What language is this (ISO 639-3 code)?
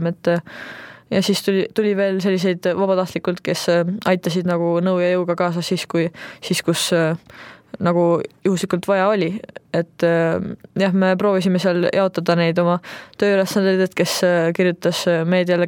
est